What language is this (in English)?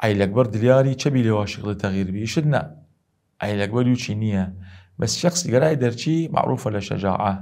Southern Kurdish